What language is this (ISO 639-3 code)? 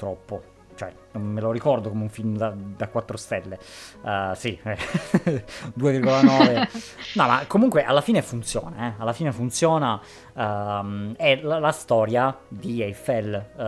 ita